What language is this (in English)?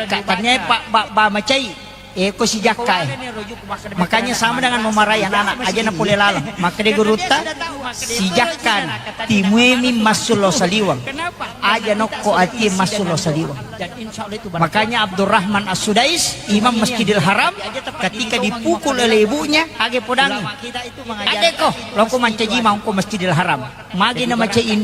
Buginese